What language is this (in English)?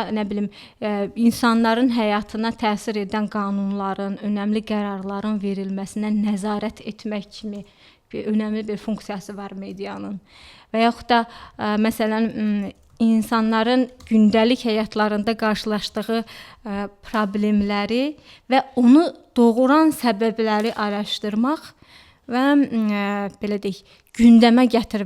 Azerbaijani